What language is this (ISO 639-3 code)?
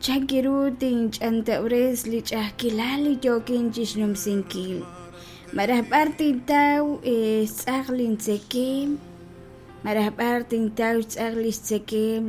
kek